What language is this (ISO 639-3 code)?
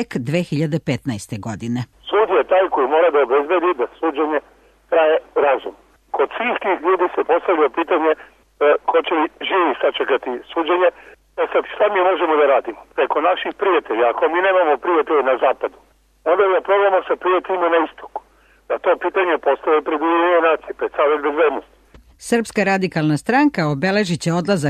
srp